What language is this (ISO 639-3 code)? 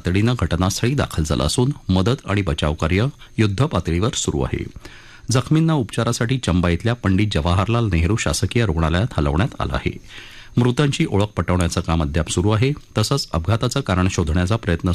mar